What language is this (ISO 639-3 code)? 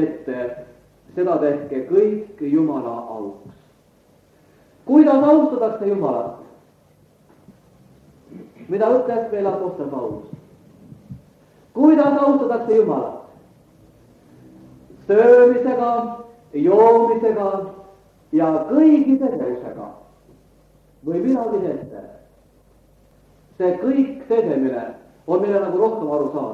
est